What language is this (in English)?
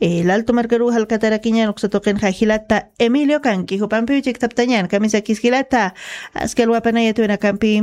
Aymara